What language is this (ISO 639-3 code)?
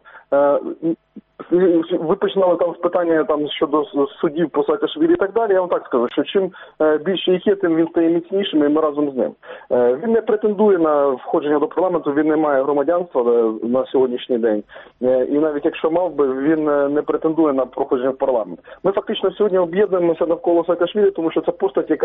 ukr